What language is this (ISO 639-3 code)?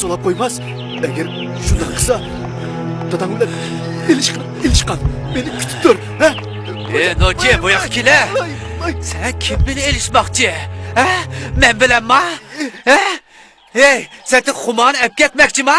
uig